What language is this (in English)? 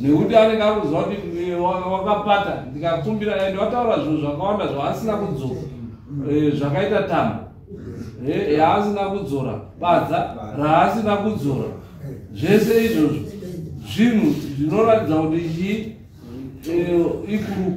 Shona